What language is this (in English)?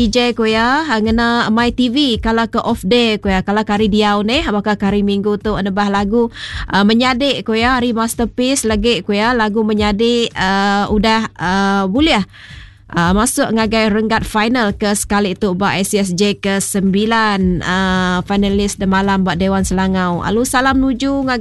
Iban